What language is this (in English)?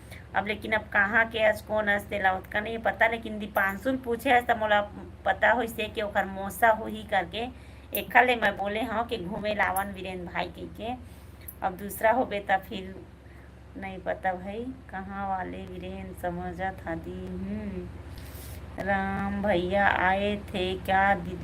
Chhattisgarhi